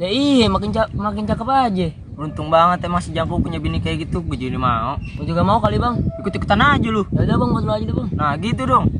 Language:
Betawi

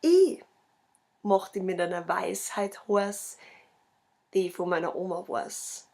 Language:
Bavarian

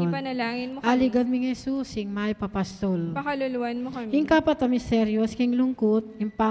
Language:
Pampanga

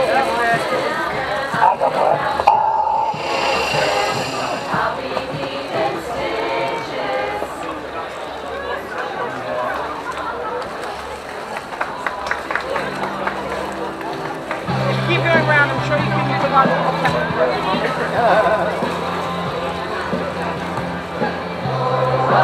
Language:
English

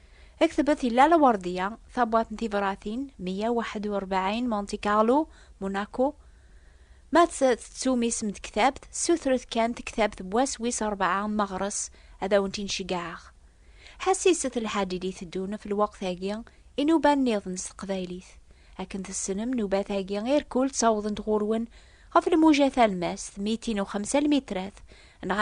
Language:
Kabyle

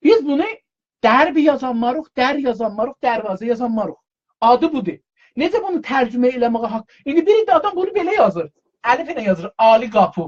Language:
South Azerbaijani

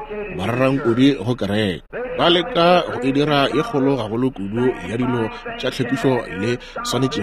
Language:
Northern Sotho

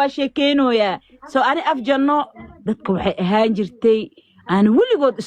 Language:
Somali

